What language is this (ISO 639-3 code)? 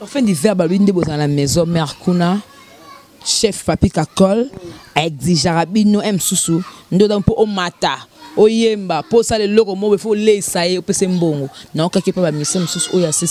lin